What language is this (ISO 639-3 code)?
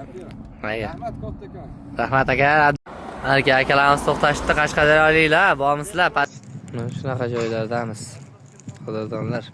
uzb